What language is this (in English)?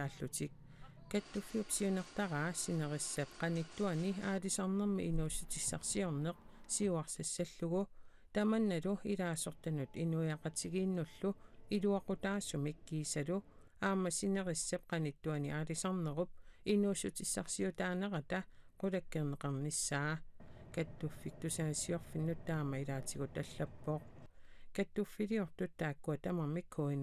Kalaallisut